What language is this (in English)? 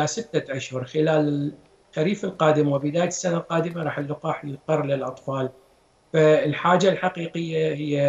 Mesopotamian Arabic